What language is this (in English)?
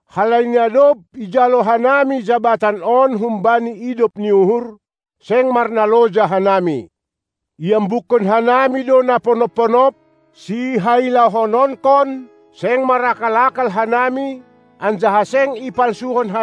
Batak Simalungun